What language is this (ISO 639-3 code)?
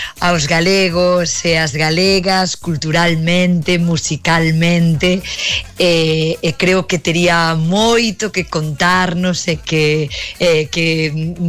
glg